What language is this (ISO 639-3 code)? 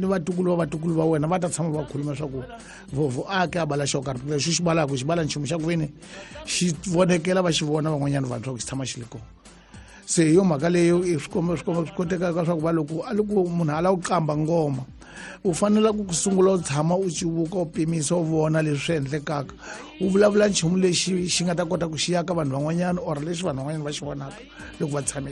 tso